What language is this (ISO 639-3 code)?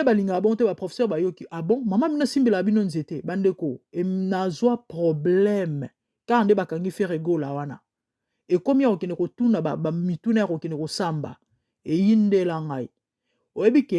lin